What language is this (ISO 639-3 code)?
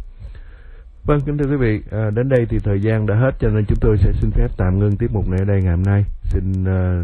vie